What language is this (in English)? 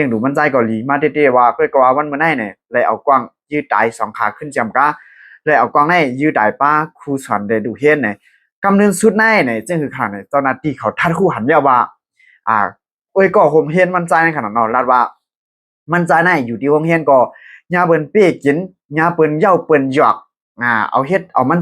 Shan